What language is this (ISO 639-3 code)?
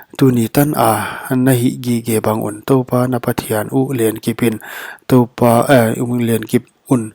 pck